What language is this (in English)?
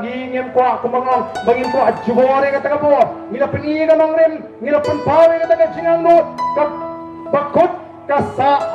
Khasi